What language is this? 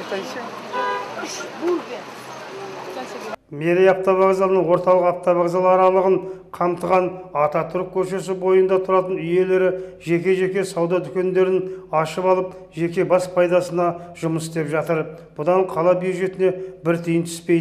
Kazakh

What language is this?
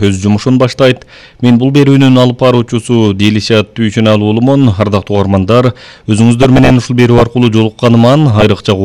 Kyrgyz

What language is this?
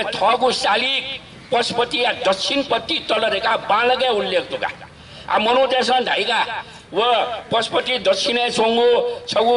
Newari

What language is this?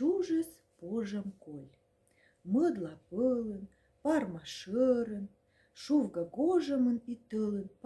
Komi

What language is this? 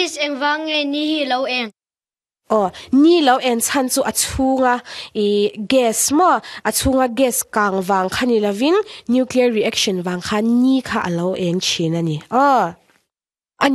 Mizo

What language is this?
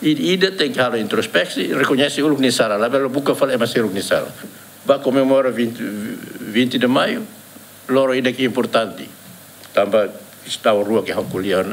Tetum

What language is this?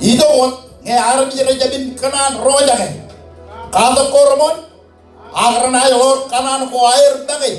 Marshallese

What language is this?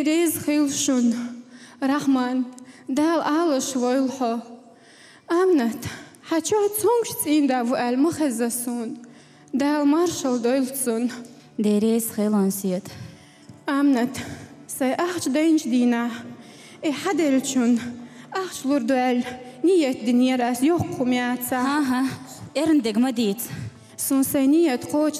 Chechen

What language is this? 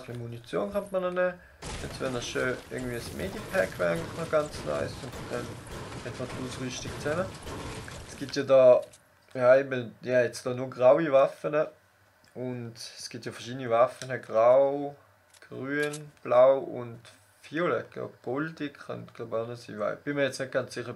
Swiss German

